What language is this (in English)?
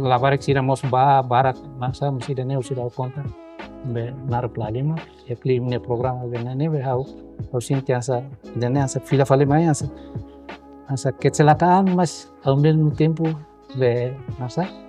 Tetum